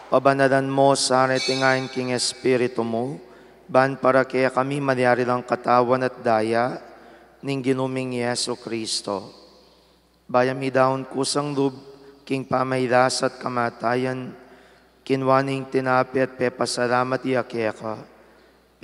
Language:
Pampanga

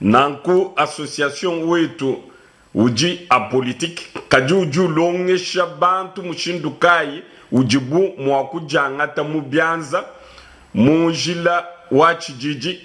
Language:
Luba-Lulua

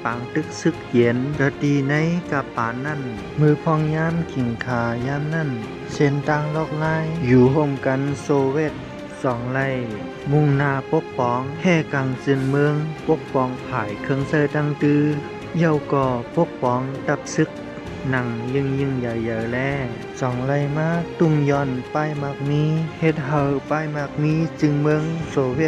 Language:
Shan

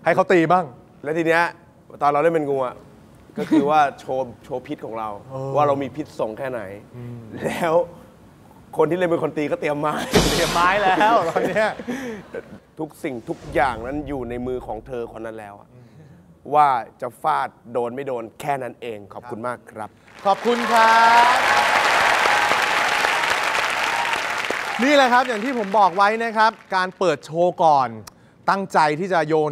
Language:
Thai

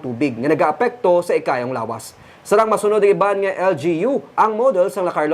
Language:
Hiligaynon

